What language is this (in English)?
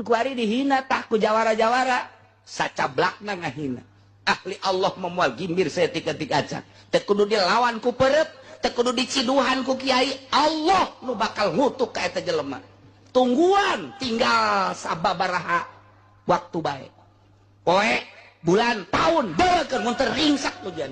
Sundanese